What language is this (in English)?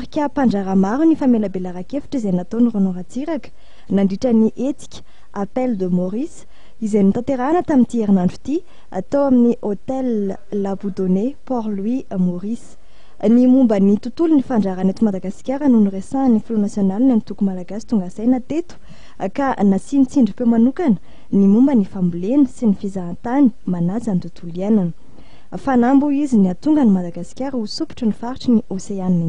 Malagasy